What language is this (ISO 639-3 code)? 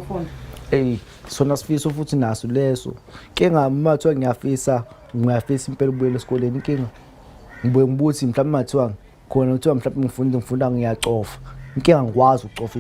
zul